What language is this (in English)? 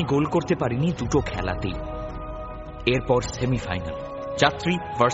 Bangla